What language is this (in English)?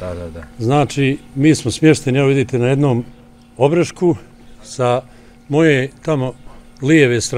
Bosnian